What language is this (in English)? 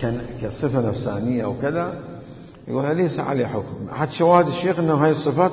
Mesopotamian Arabic